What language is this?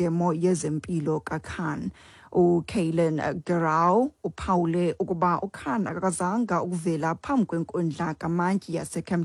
Xhosa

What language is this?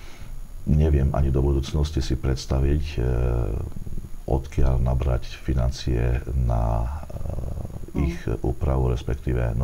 Slovak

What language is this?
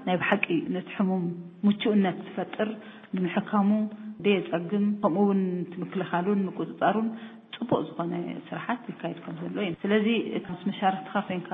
Tigrinya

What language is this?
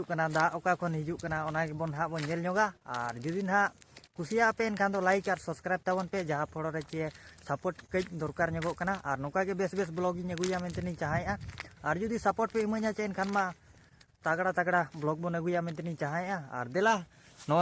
Santali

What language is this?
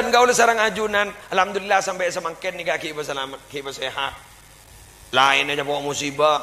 Madurese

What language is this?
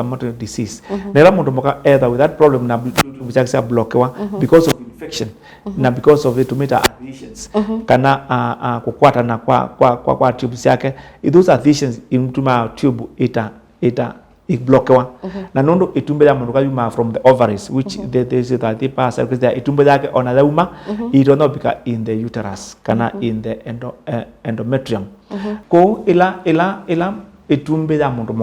Kamba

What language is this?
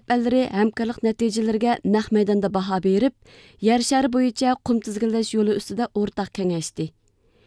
Uyghur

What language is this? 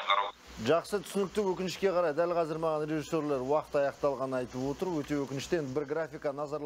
Kazakh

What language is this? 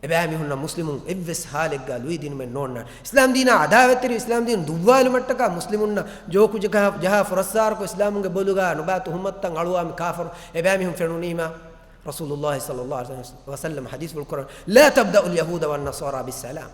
Divehi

